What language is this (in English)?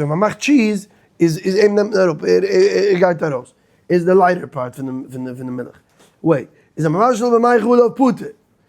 Yiddish